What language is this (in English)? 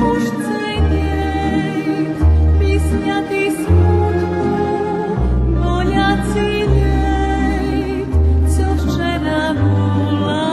Rusyn